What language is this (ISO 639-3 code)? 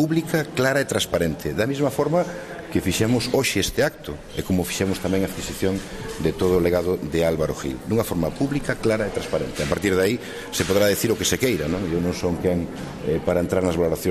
glg